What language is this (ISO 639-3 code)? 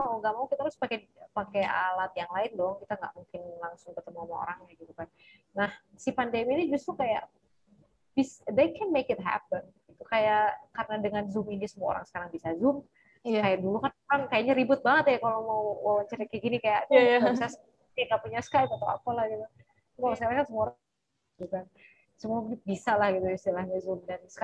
ind